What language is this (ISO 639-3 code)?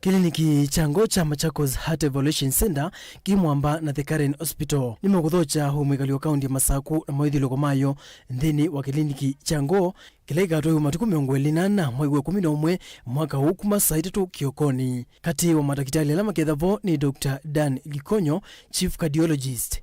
kam